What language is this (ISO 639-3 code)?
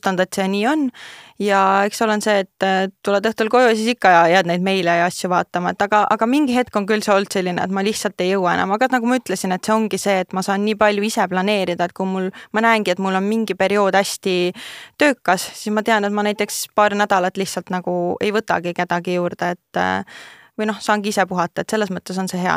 est